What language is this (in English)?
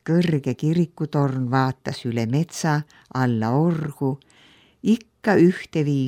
Estonian